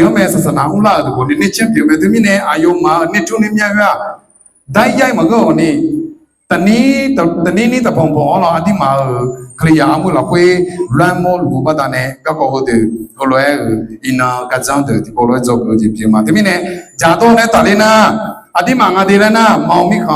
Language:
Akha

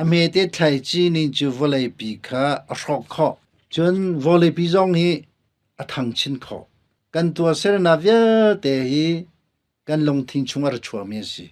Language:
Hakha Chin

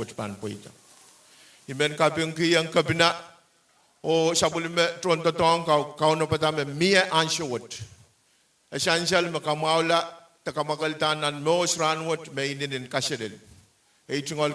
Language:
Pohnpeian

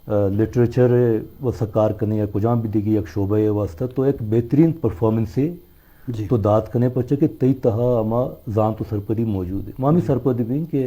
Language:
Eastern Balochi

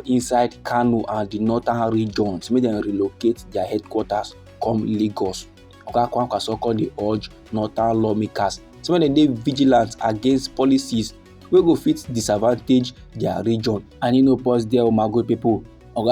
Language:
Nigerian Pidgin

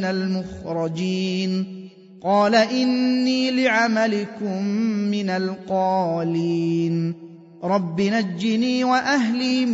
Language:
Arabic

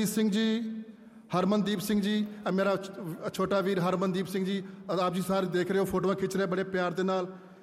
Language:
Punjabi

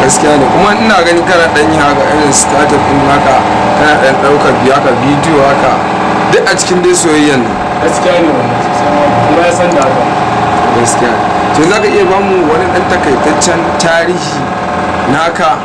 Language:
Hausa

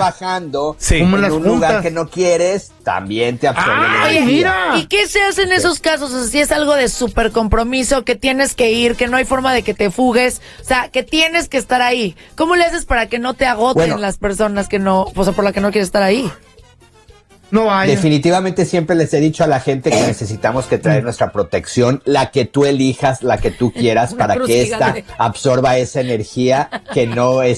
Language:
Spanish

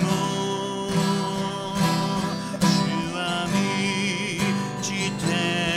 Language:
Japanese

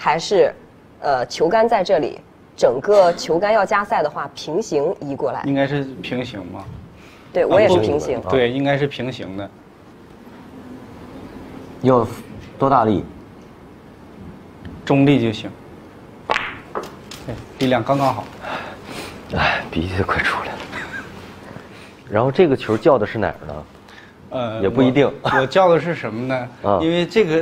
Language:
Chinese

